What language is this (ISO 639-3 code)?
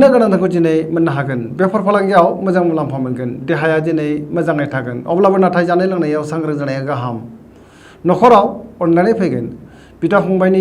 brx